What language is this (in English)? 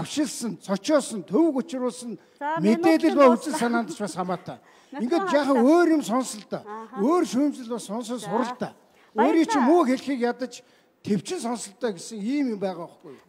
Mongolian